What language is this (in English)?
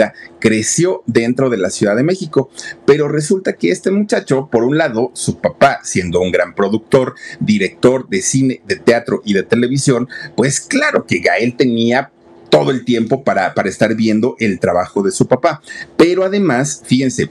Spanish